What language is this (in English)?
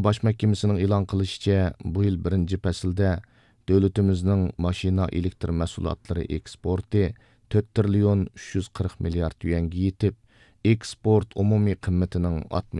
Uyghur